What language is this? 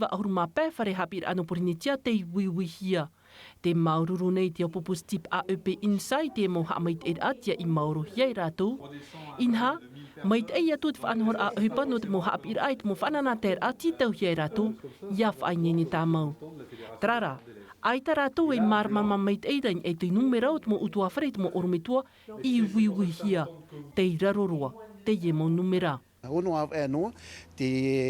Tahitian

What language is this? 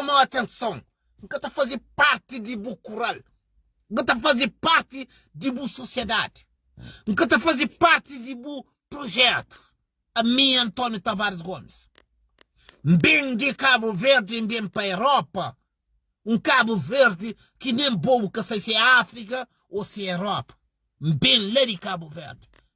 Kabuverdianu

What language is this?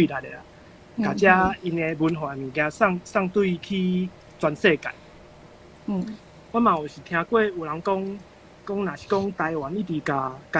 Min Nan Chinese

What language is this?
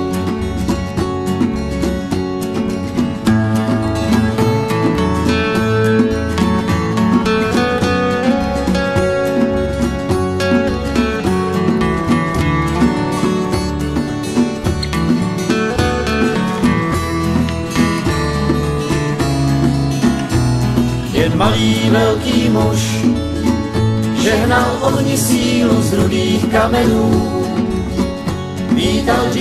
Czech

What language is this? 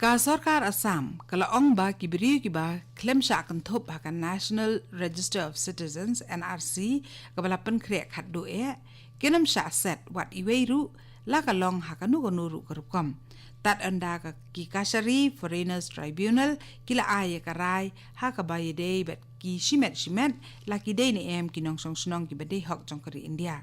Khasi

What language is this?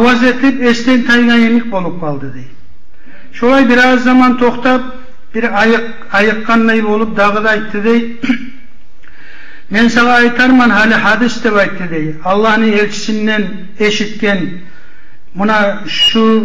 Kumyk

